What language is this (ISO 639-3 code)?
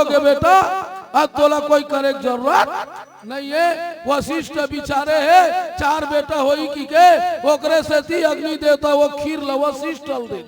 hne